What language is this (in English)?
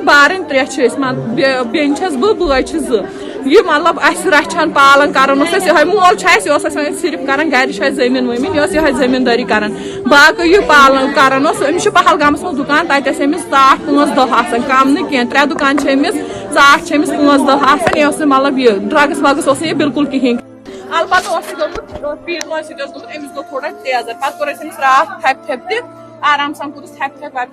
Kashmiri